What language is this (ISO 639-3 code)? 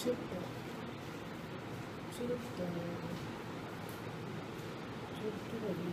mal